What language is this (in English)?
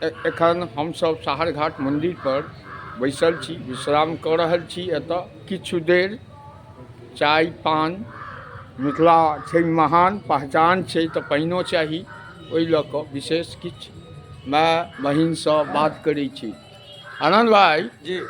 Maithili